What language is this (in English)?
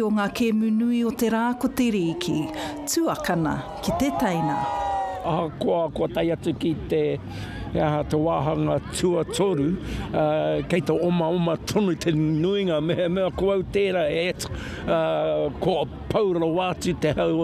Māori